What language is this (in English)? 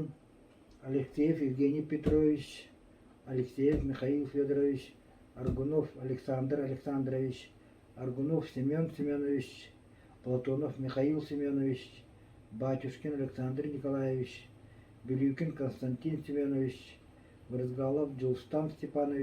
Yakut